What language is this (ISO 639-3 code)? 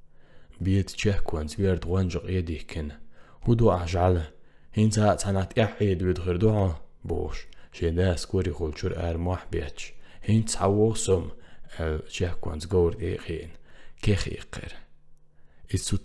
che